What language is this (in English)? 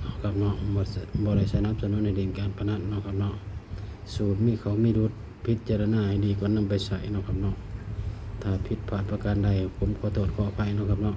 Northeastern Thai